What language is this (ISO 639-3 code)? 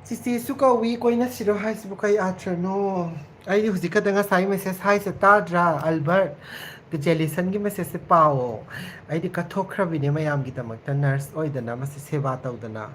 mni